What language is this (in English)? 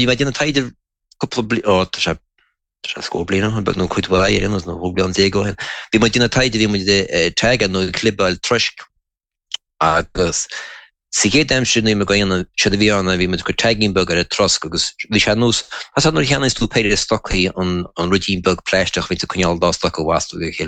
Irish